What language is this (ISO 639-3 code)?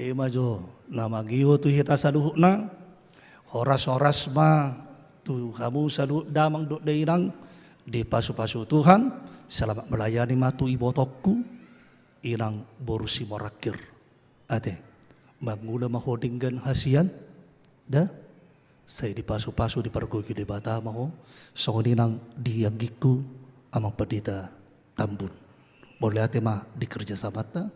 bbc